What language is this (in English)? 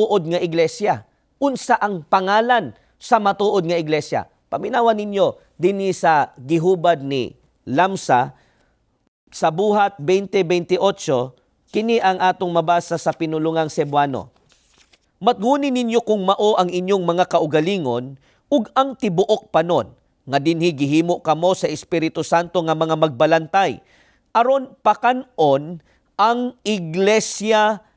Cebuano